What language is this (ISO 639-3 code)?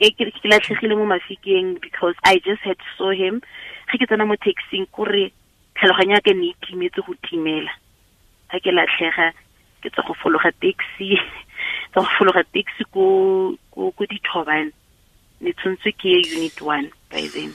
tsn